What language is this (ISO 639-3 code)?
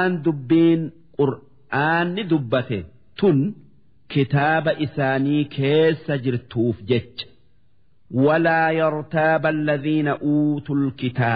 orm